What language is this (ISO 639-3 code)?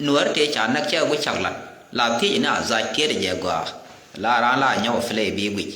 nus